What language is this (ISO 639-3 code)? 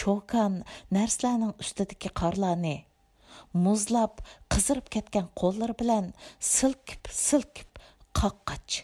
uig